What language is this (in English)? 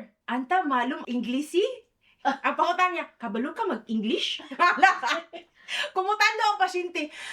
Cebuano